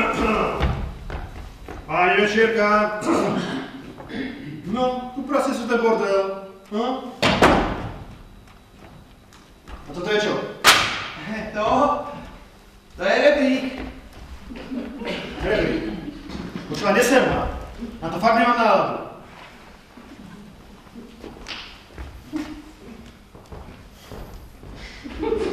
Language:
Slovak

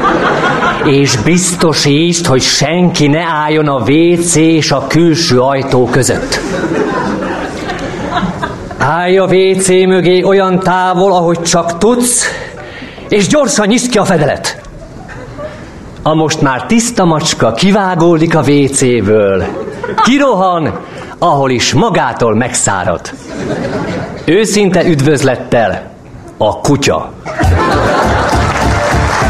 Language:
Hungarian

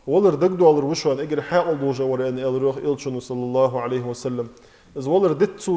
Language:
Ingush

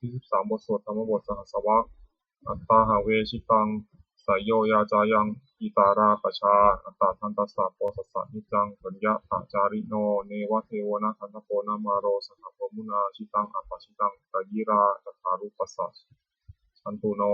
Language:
Pali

